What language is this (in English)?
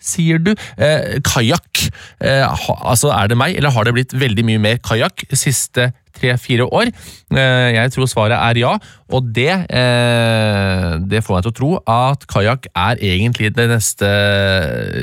Norwegian